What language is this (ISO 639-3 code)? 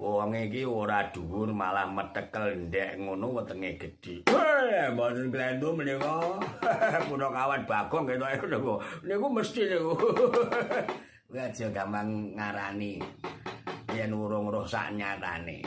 jav